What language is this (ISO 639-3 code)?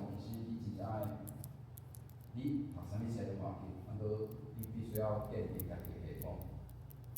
nan